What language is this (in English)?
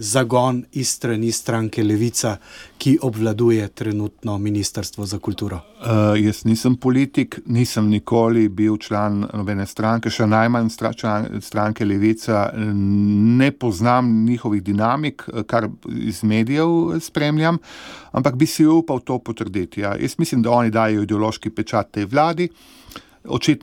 Slovenian